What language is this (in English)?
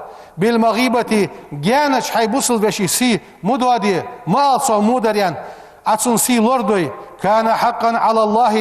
Ingush